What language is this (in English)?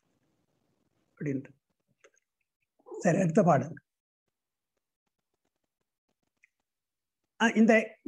Tamil